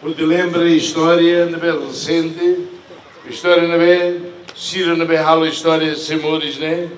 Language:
Tetum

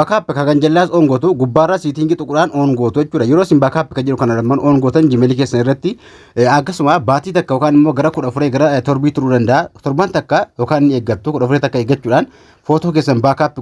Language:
Oromo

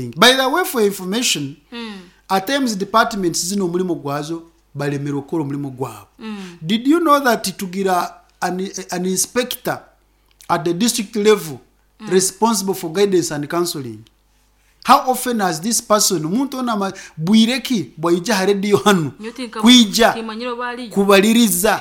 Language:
Nyankole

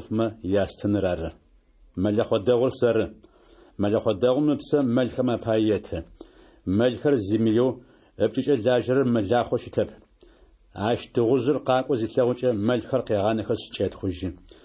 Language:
Adyghe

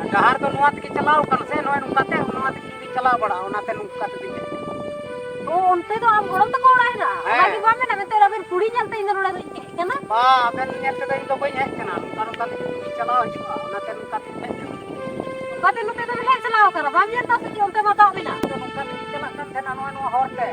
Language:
Santali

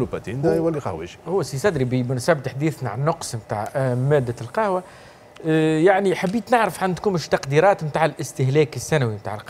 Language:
Tunisian Arabic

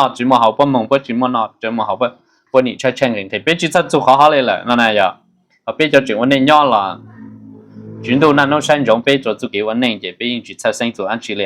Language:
Hmong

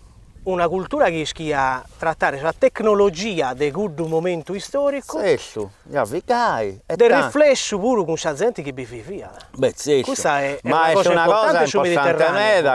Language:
Sardinian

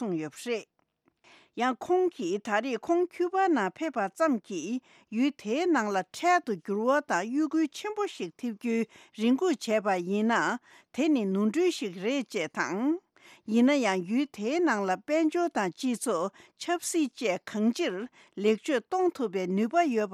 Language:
Tibetan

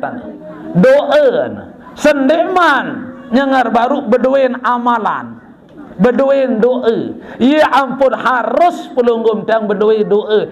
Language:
Sasak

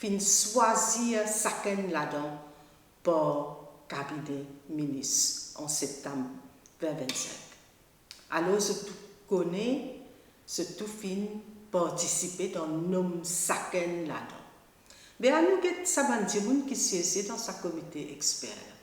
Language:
Morisyen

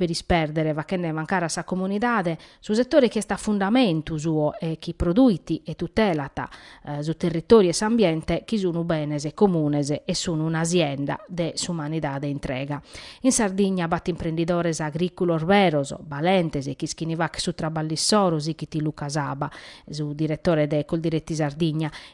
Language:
Sardinian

